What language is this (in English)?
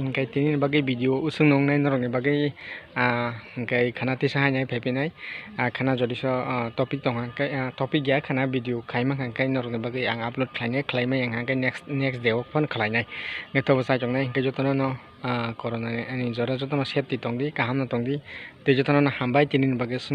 Kok Borok